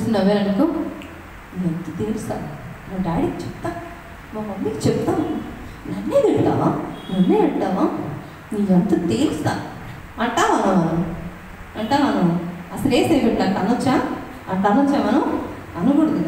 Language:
Telugu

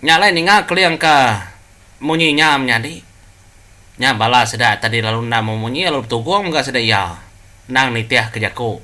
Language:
Iban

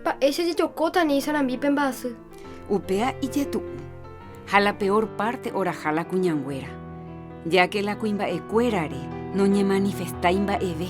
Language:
Guarani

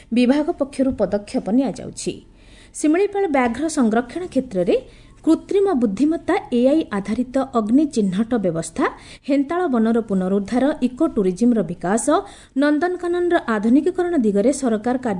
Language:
Odia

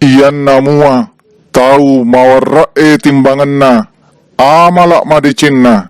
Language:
Buginese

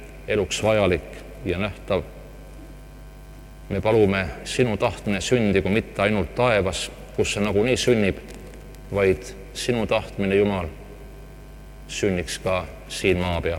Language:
Estonian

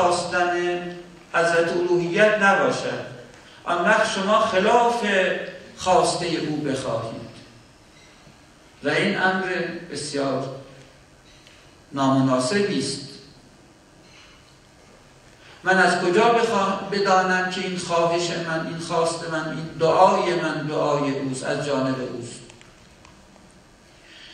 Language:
Persian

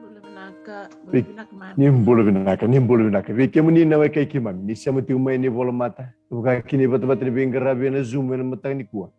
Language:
Fijian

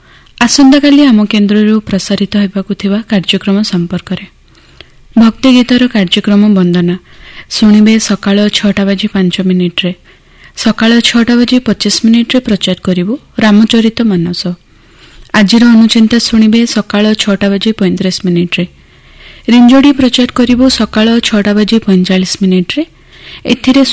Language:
Odia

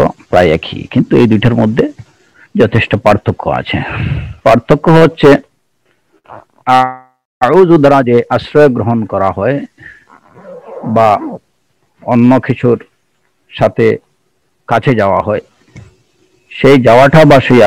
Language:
Bangla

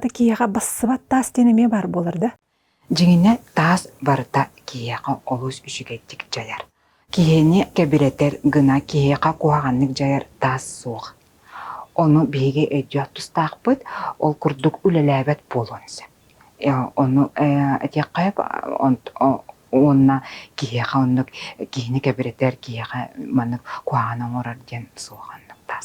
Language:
Yakut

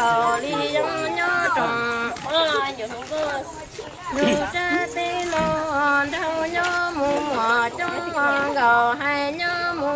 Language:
Hmong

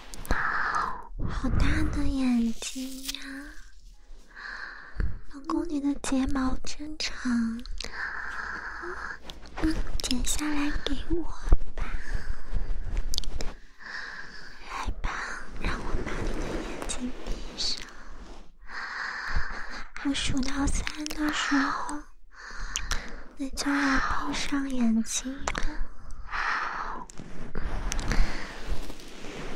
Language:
Chinese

